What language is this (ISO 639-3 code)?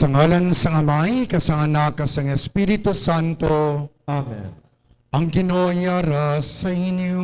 hil